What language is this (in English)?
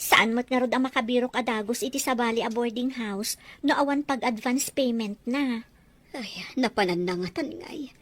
Iloko